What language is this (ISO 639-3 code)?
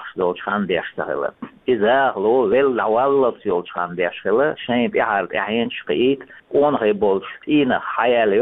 che